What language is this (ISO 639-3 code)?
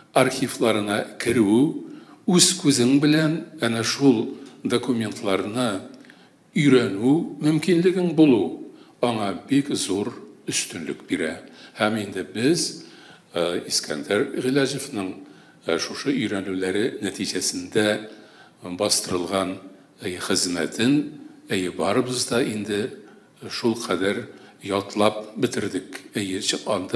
tat